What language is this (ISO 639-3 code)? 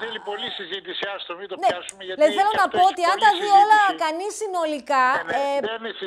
ell